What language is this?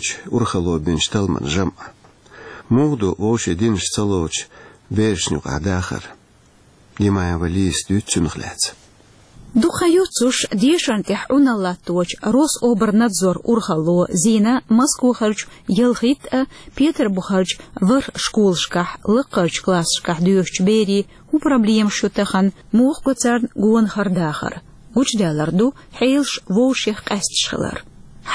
Chechen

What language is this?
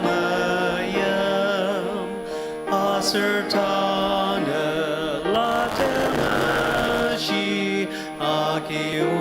Ao Naga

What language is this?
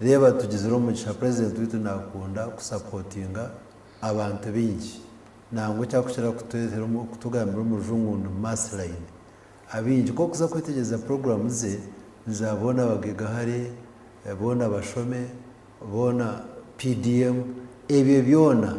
Nyankole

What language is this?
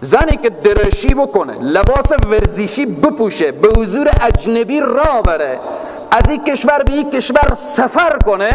Persian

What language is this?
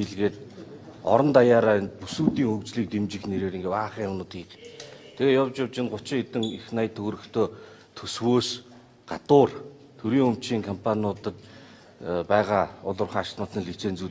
Mongolian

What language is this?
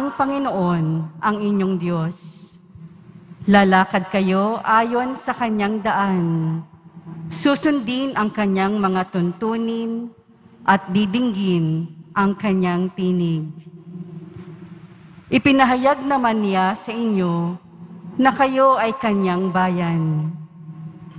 Filipino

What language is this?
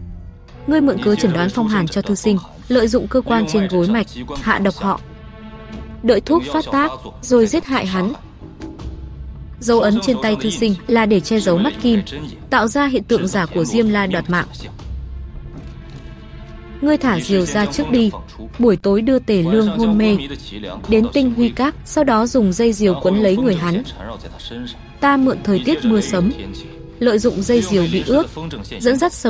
Vietnamese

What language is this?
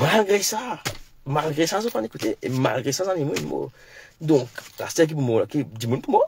Morisyen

